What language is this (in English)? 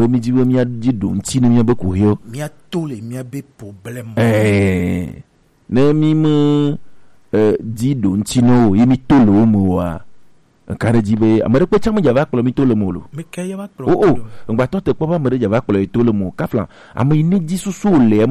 Gen